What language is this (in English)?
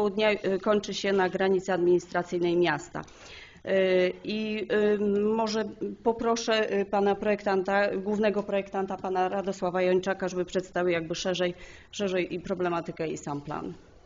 Polish